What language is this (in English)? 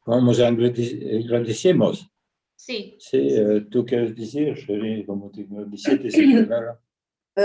Ladino